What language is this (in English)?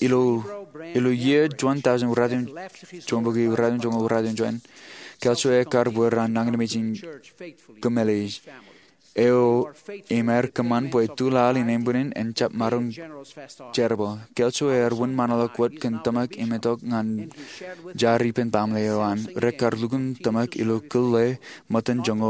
Marshallese